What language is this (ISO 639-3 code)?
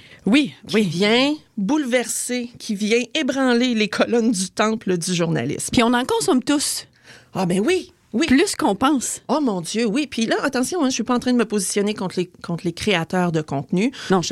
fra